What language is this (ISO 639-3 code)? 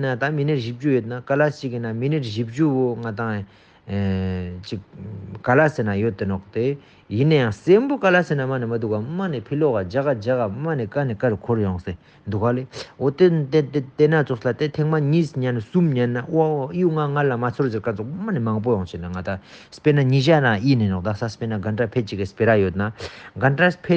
lbj